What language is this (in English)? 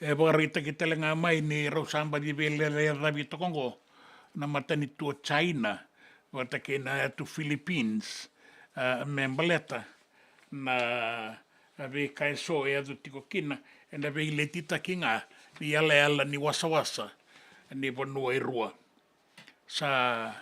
Fijian